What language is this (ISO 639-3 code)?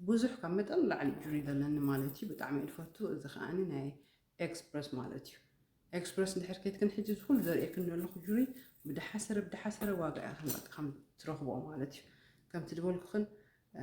tir